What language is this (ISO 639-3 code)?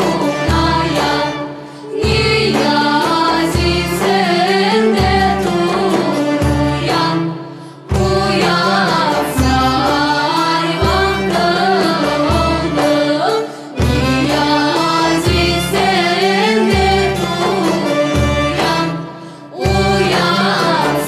crh